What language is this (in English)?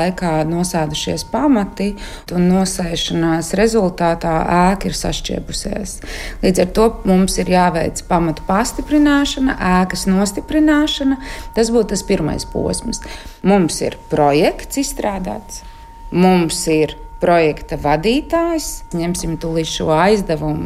Latvian